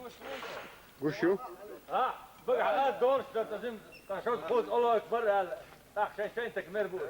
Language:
Chechen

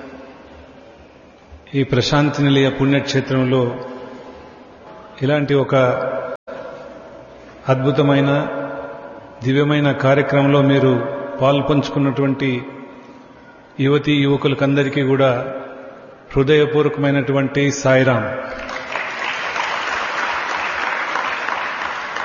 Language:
Telugu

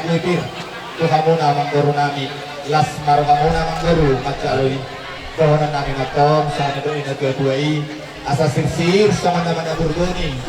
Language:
Batak Toba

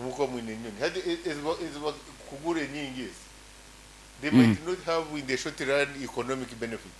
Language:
Nyoro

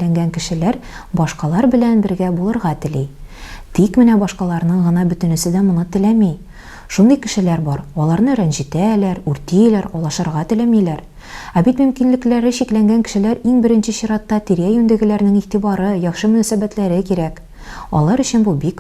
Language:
Tatar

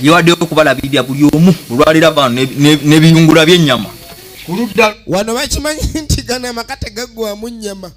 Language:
Ganda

